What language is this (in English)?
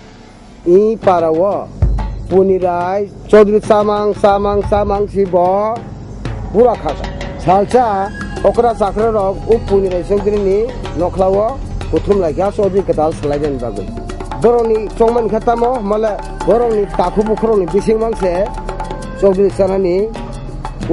Kok Borok